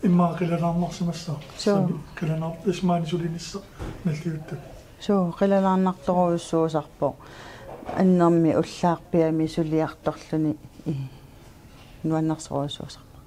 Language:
Kalaallisut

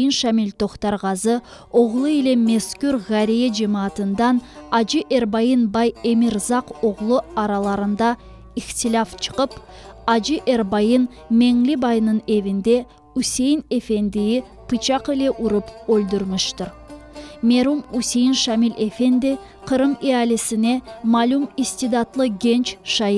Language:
Crimean Tatar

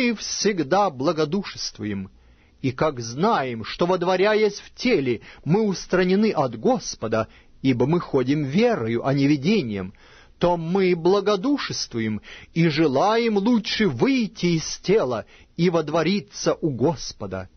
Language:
Russian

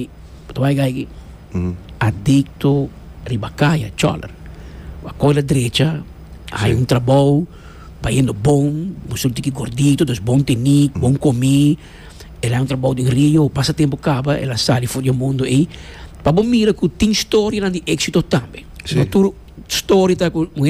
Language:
Papiamento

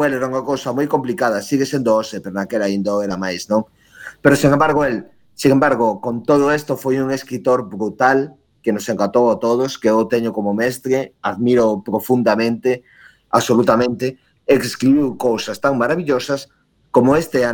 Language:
Galician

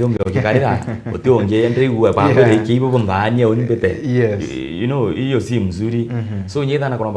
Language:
Meru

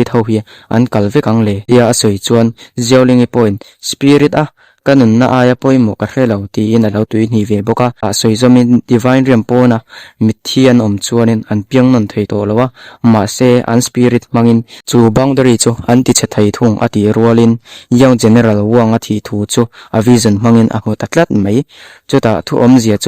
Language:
Mizo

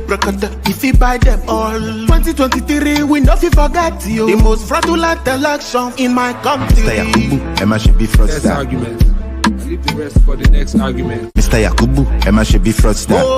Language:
Nigerian Pidgin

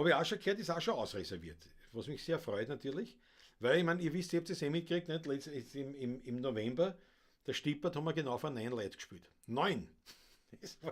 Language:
Bavarian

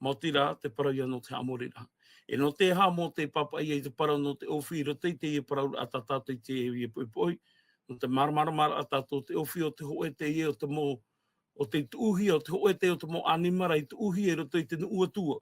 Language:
Tahitian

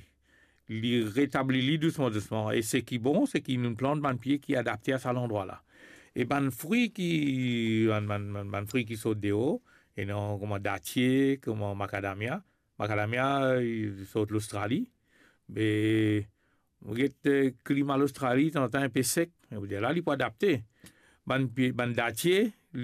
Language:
Morisyen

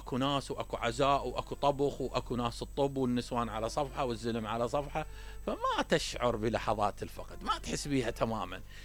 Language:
Mesopotamian Arabic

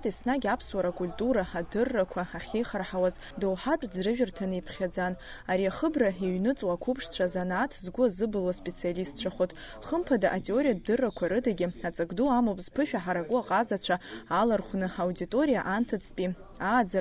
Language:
Abkhazian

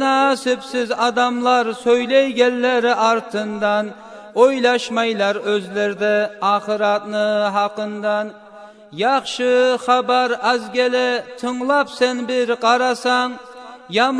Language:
Kumyk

